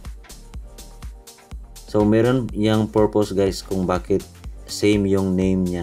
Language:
Filipino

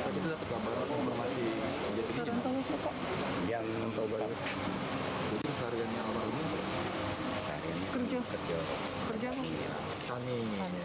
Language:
Musi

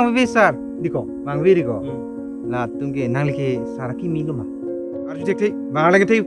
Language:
Karbi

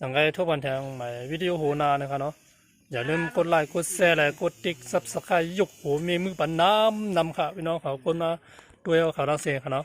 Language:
Shan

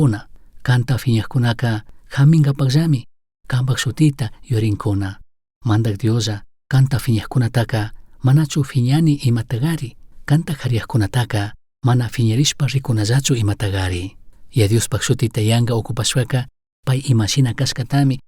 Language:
Chimborazo Highland Quichua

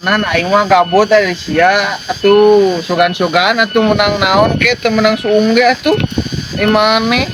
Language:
Sundanese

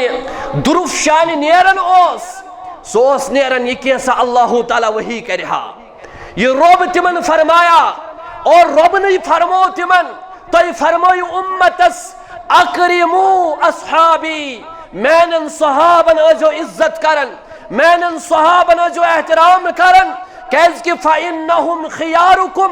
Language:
Kashmiri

